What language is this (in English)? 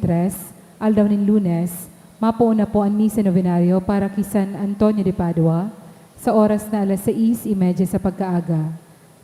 Bikol